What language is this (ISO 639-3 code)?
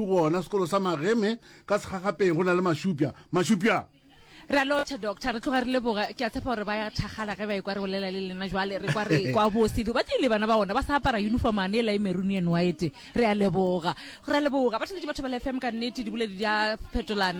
nso